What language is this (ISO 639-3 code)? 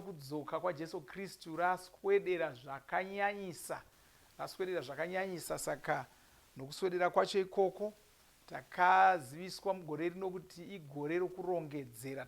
sna